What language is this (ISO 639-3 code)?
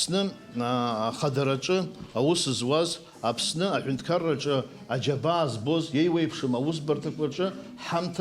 abk